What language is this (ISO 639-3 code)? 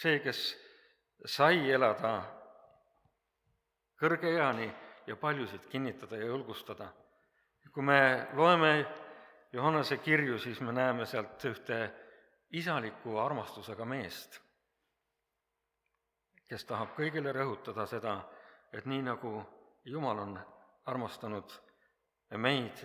est